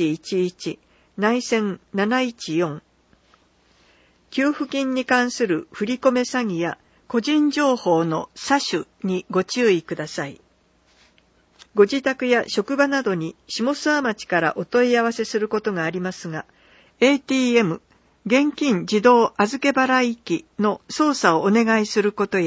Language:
Japanese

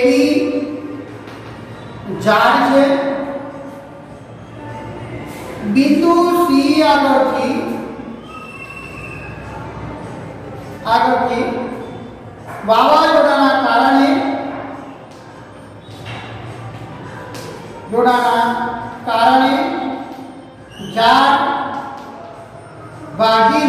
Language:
Gujarati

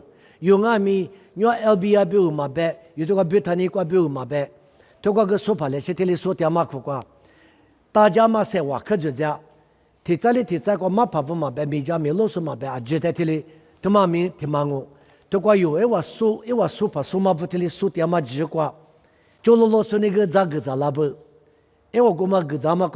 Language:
Lisu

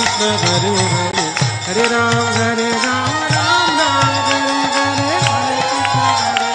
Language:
Hindi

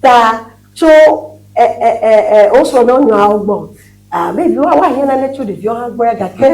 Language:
Ewe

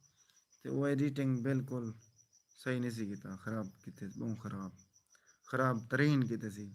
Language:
Saraiki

